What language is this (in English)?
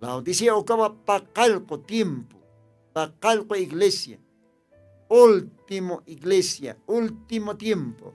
Aymara